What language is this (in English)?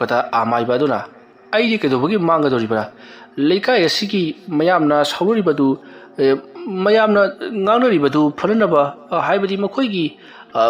Manipuri